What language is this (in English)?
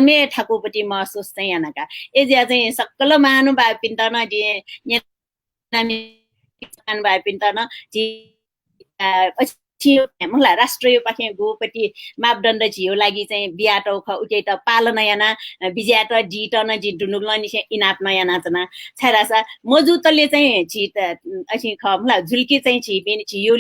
Newari